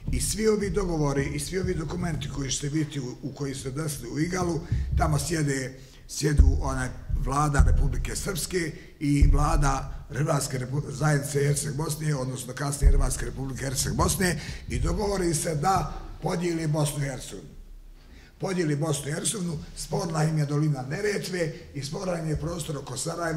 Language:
Bosnian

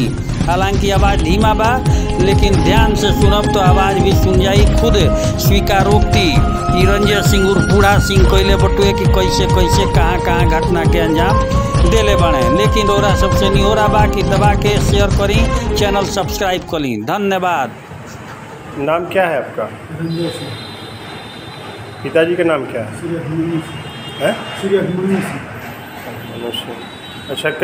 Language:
Bhojpuri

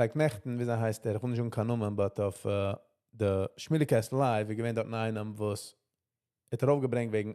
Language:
Yiddish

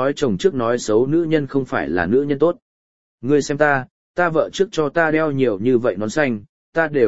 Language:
Vietnamese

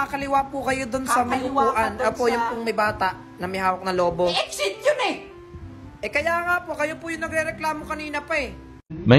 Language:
Filipino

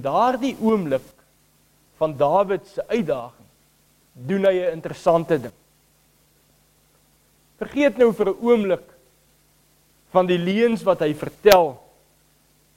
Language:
Afrikaans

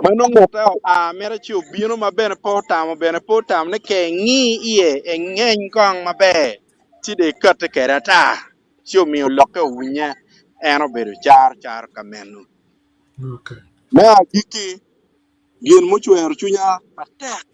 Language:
Acoli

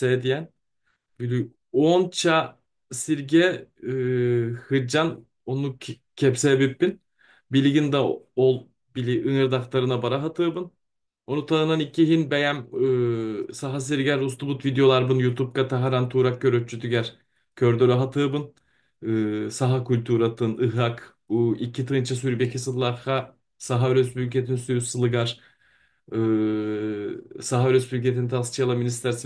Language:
Yakut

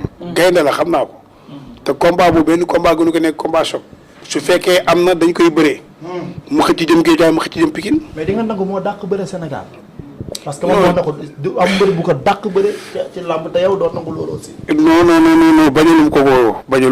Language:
Wolof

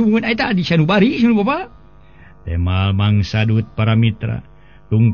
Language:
Sundanese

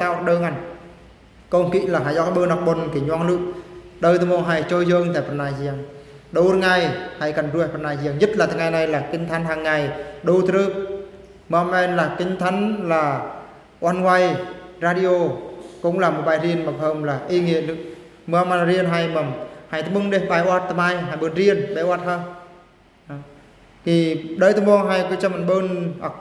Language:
Eastern Bru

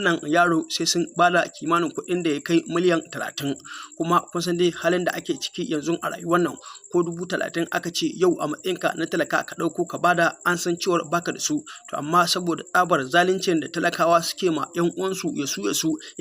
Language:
Hausa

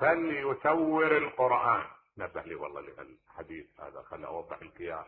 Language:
Mesopotamian Arabic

